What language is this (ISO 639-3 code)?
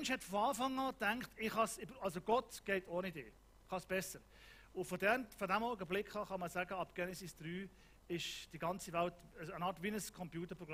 gsw